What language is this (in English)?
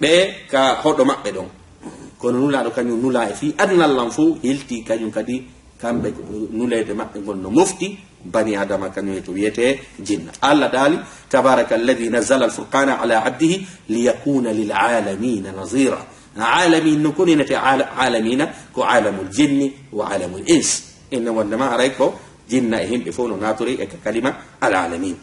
Fula